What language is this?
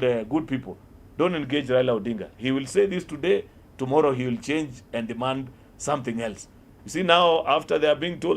Meru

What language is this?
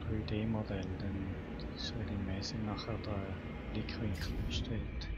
Swiss German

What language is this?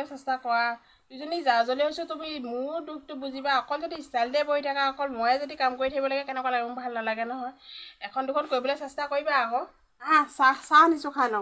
Assamese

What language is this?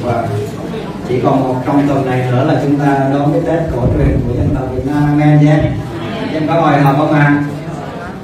Vietnamese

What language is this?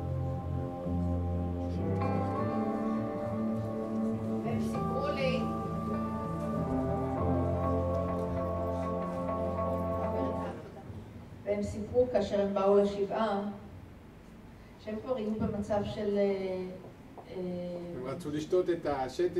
Hebrew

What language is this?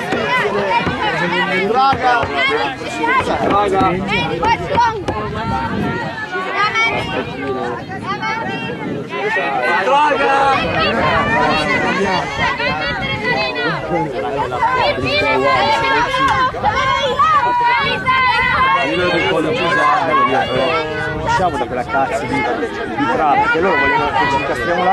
Italian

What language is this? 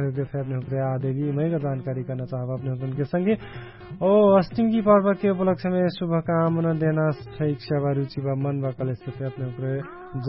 Dangaura Tharu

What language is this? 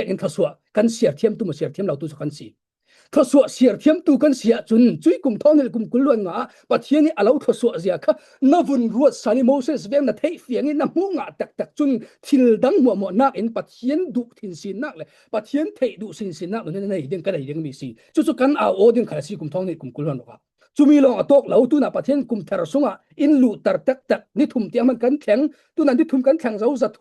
Falam Chin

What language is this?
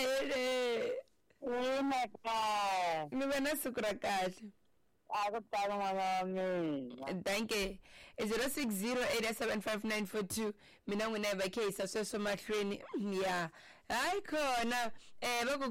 Tsonga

